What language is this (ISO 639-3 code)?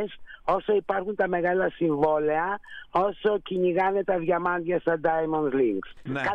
ell